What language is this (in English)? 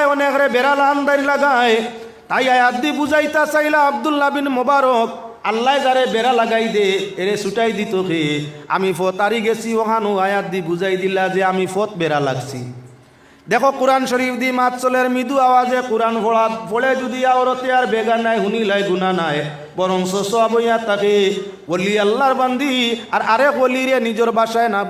Sylheti